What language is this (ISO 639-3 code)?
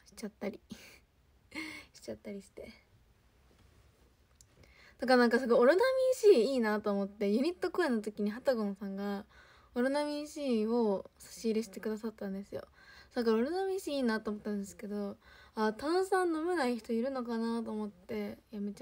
jpn